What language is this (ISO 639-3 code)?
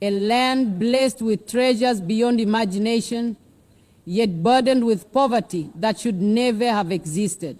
eng